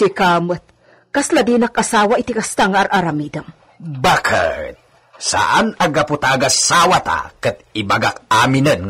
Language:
Iloko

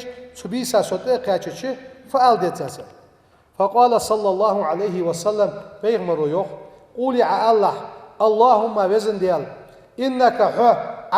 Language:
Ingush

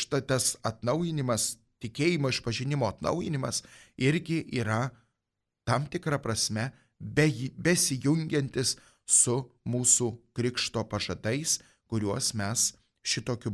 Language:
Lithuanian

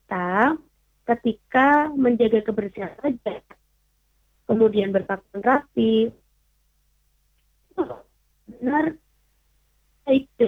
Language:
Indonesian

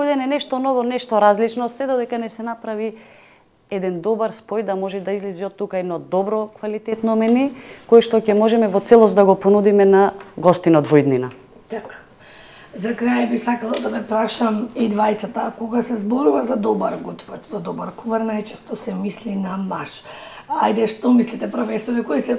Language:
Macedonian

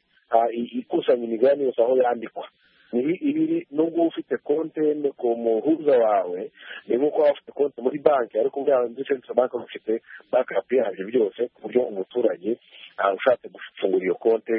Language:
Kinyarwanda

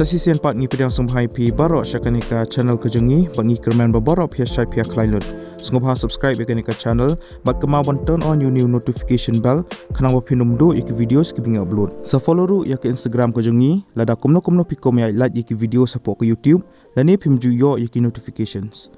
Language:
Khasi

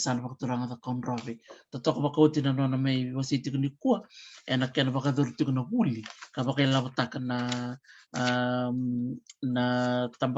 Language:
Fijian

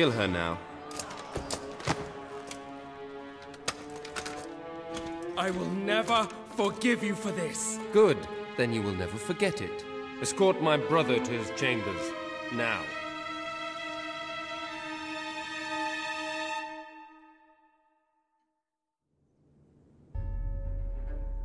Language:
English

